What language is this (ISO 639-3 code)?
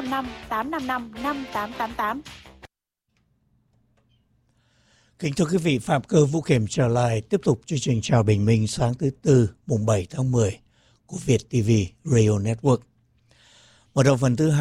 vie